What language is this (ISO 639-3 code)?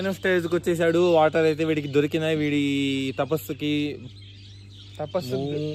tel